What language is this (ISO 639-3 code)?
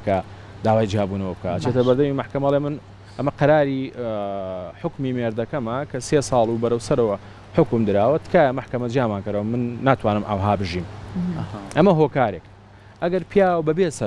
ckb